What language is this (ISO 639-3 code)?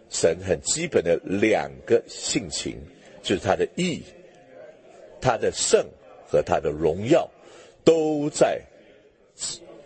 zho